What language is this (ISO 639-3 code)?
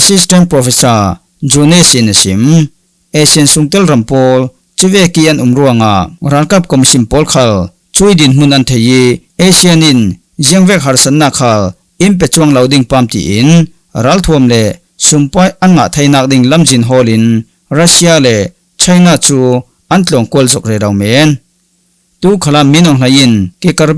cfm